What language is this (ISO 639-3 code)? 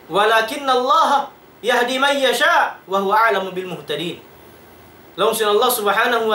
tsg